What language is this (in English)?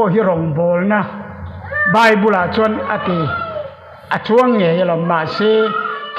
Mizo